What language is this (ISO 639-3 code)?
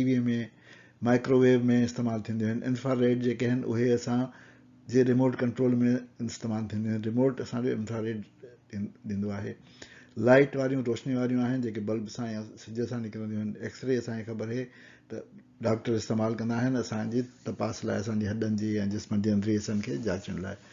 snd